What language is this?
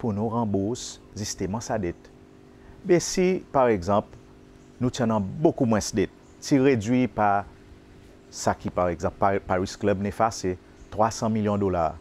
Seselwa Creole French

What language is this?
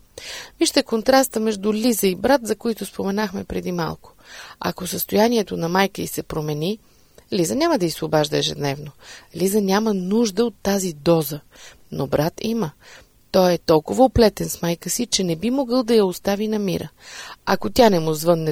Bulgarian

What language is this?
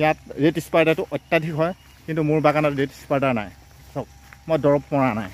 Assamese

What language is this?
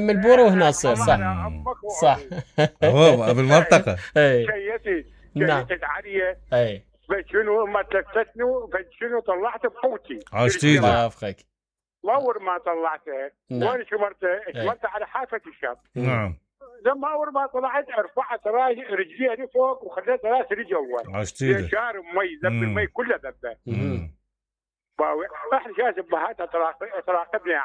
Mesopotamian Arabic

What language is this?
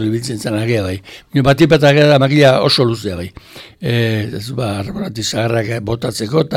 Basque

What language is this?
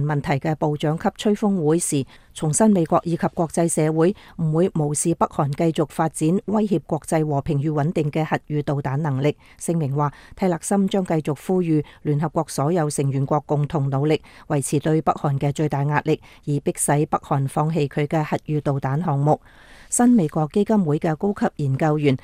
Cantonese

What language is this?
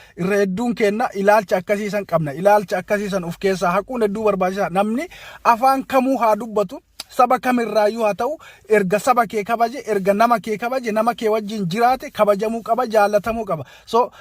Oromo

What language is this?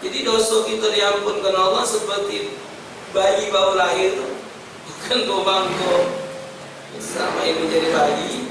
Musi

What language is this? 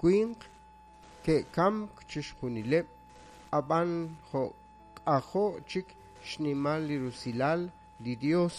Kekchí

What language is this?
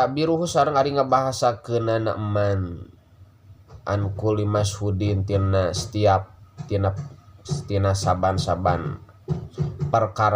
Sundanese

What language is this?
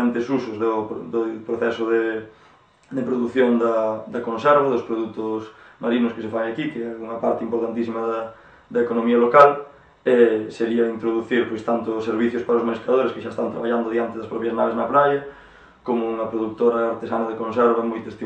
Galician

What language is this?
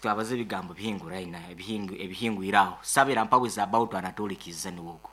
Nyankole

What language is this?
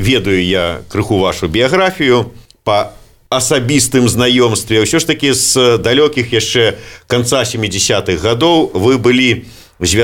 Belarusian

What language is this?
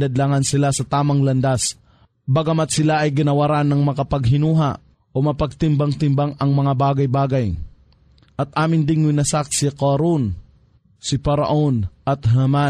Filipino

